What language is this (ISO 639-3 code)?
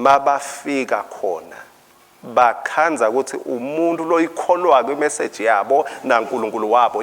ssw